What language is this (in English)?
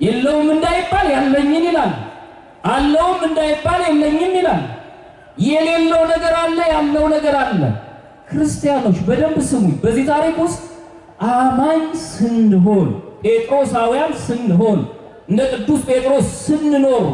Amharic